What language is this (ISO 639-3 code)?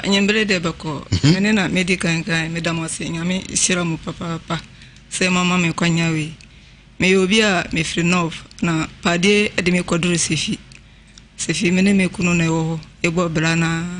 aka